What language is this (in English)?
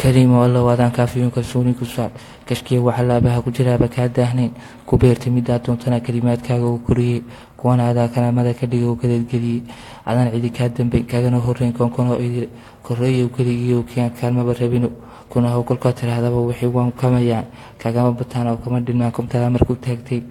Somali